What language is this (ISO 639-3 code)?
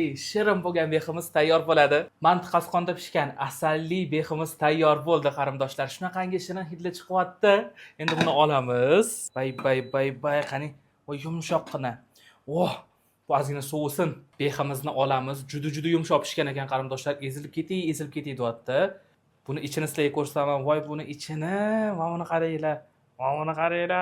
uzb